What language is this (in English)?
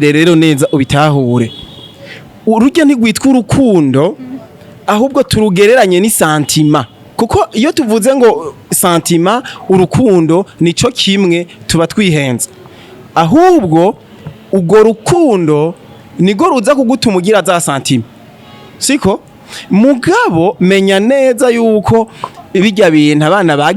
Rundi